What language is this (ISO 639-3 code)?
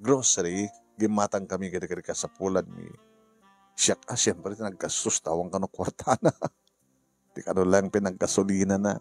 ilo